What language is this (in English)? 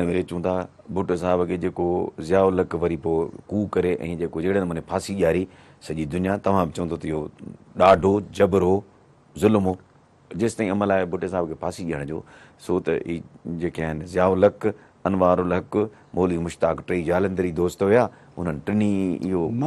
Sindhi